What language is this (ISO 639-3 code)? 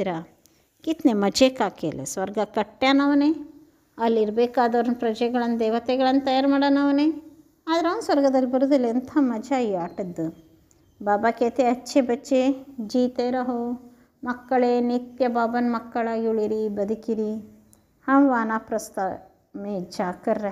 kan